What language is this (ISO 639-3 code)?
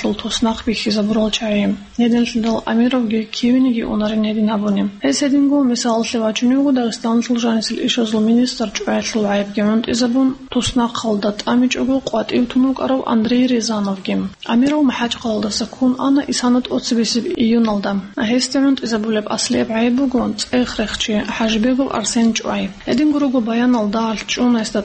ava